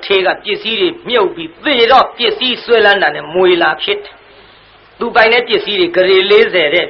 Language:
Burmese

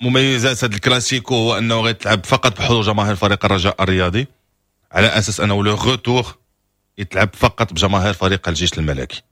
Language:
Moroccan Arabic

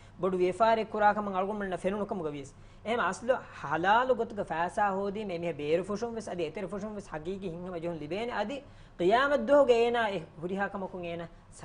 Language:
Divehi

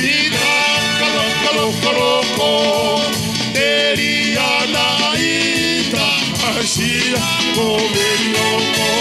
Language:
Tongan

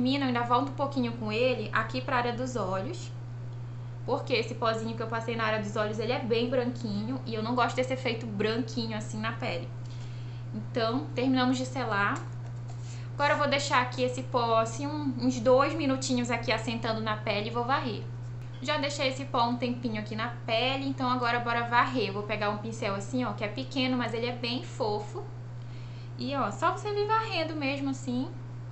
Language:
Portuguese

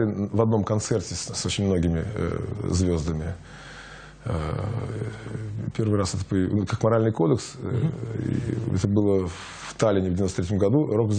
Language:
Russian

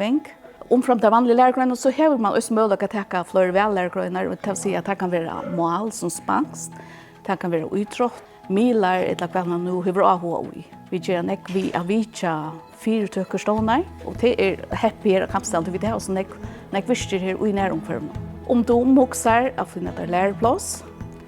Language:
Faroese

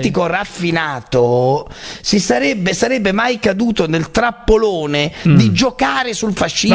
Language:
Italian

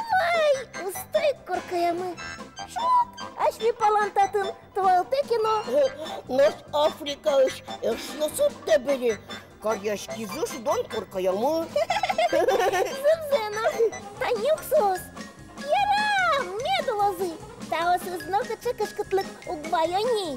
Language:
Udmurt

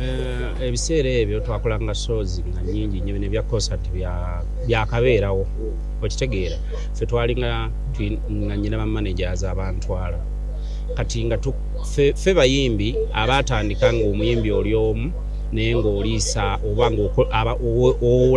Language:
Ganda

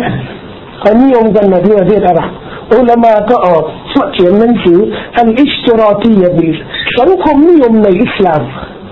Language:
Thai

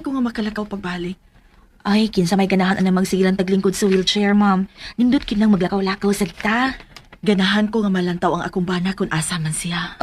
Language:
Cebuano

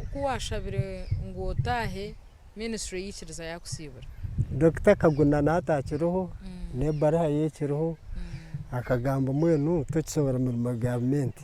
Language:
Nyankole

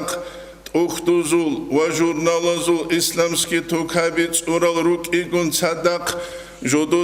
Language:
Avaric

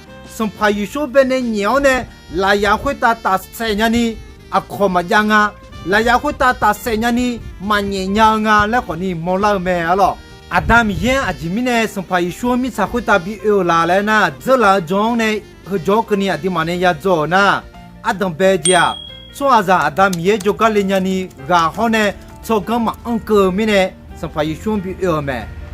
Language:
Akha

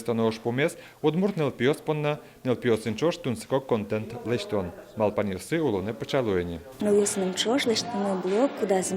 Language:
Udmurt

